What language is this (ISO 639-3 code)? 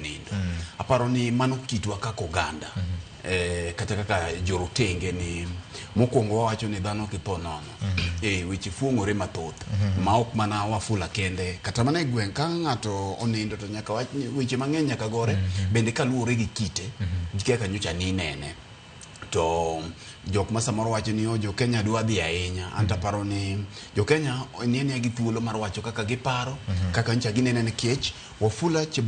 luo